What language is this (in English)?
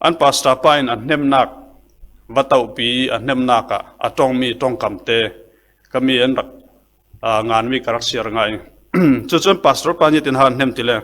Falam Chin